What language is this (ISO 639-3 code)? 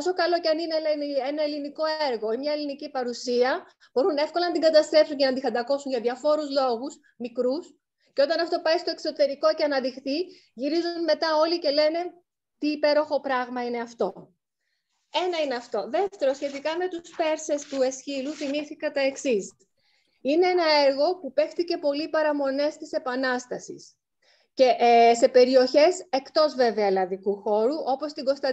ell